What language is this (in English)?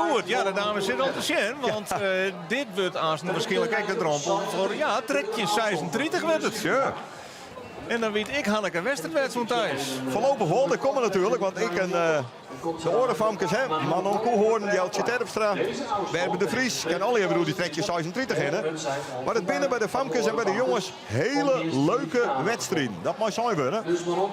Western Frisian